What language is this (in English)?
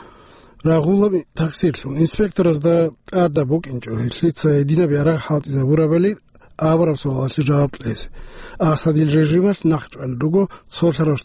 Avaric